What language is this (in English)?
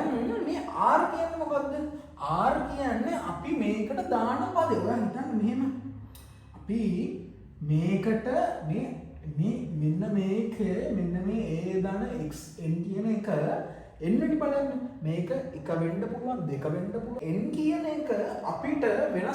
Sinhala